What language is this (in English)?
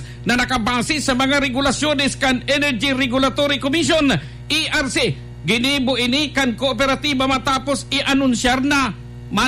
Bikol